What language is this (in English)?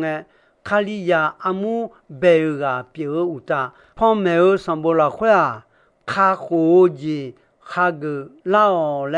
Akha